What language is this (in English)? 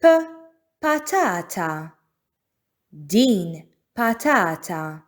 Maltese